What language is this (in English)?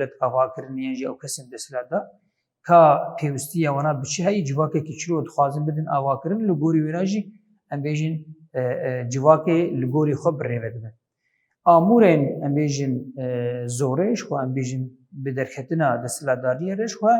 Kurdish